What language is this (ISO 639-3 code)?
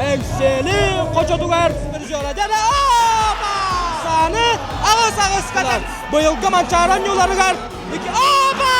sah